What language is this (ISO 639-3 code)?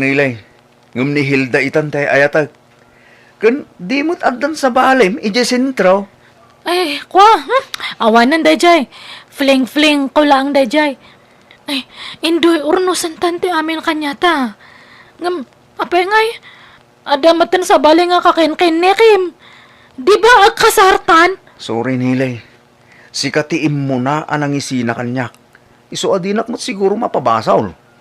ilo